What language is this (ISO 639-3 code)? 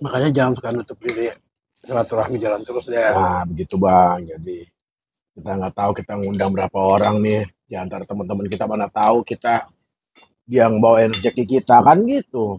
bew